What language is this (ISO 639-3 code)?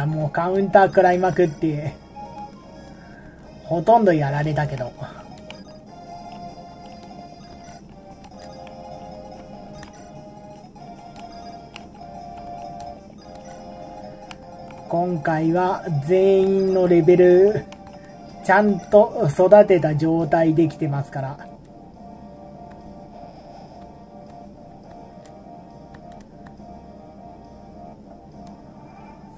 jpn